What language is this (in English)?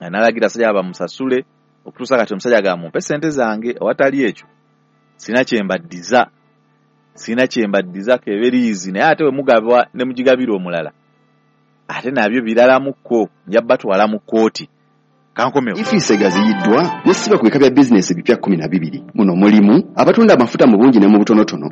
Ganda